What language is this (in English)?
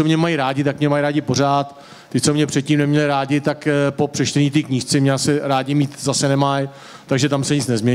Czech